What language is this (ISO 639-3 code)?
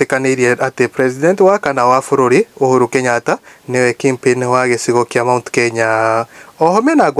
kik